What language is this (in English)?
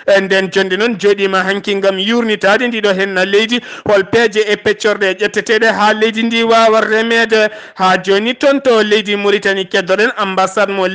Fula